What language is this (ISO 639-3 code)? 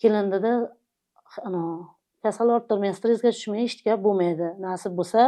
uzb